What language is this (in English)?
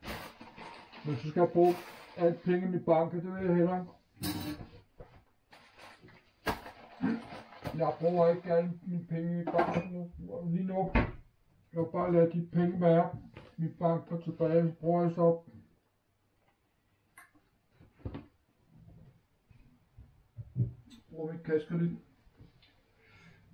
Danish